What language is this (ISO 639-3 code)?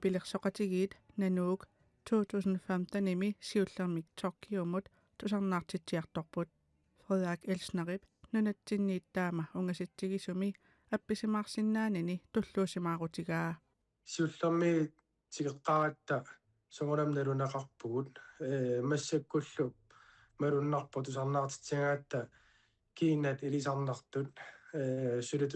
kal